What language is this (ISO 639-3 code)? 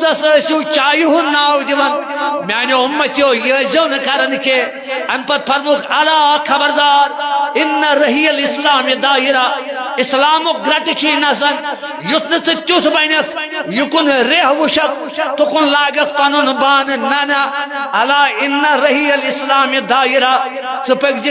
kas